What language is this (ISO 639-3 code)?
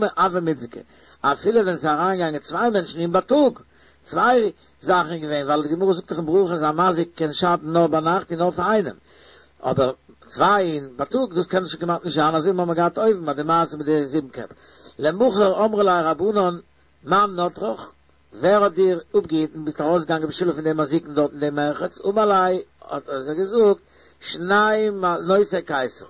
yid